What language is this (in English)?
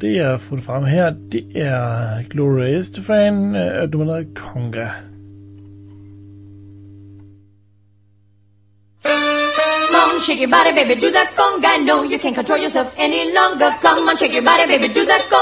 Danish